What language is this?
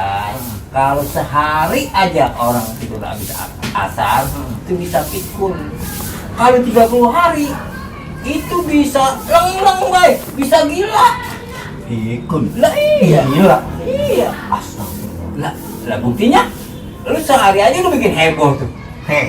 Betawi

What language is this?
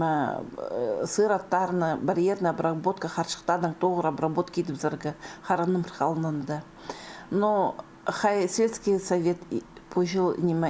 Khakas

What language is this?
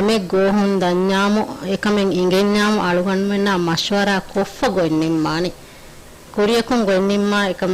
Divehi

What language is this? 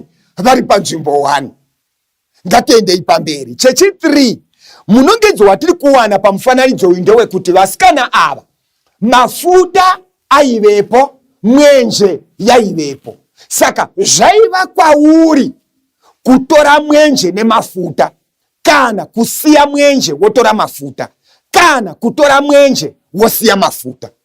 Shona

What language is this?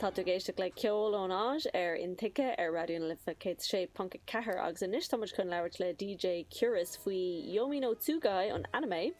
Irish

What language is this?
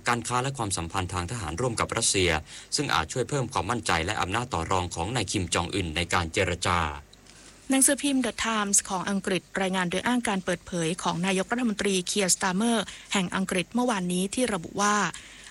Thai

